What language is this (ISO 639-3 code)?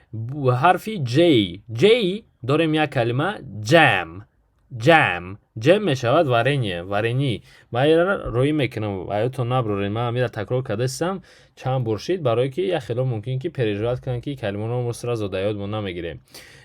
tgk